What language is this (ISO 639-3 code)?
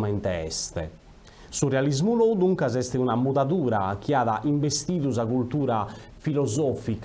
srd